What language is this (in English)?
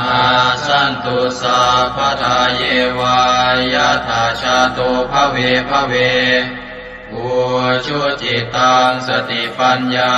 Pali